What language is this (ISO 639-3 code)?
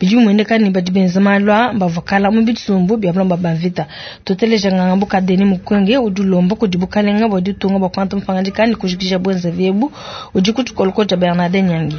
lua